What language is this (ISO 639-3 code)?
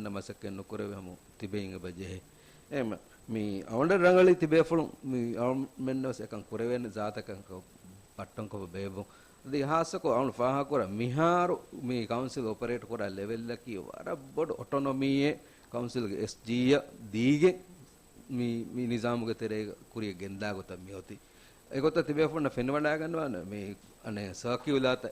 div